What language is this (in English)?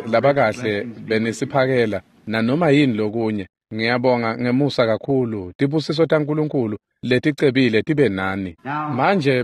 Swati